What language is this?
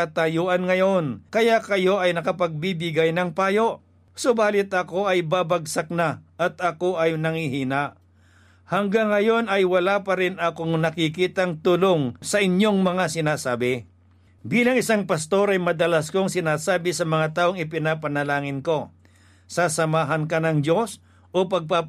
Filipino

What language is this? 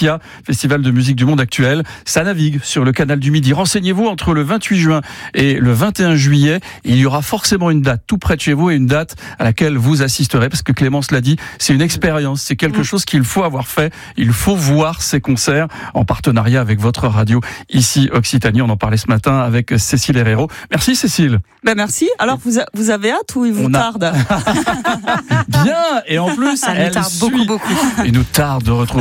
French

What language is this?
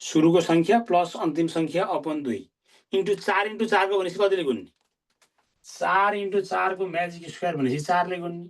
Nepali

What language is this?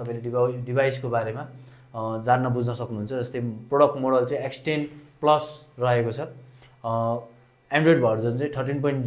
Nepali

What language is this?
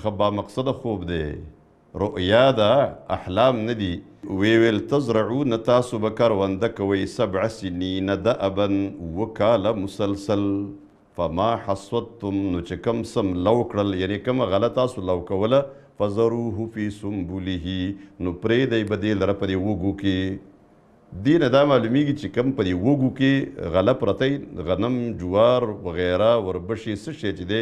Pashto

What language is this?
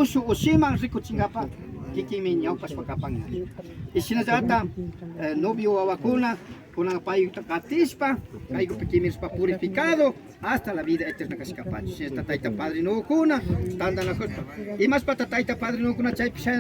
Imbabura Highland Quichua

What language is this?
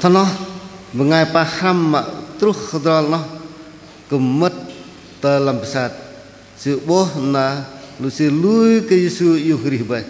Bahnar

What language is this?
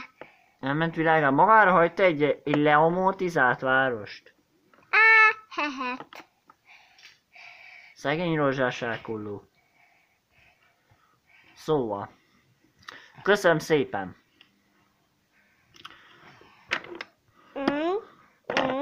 Hungarian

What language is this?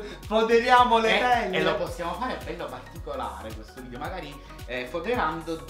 Italian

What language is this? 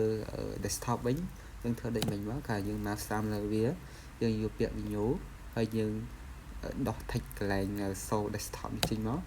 Khmer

